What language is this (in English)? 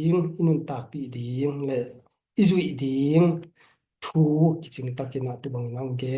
Tedim Chin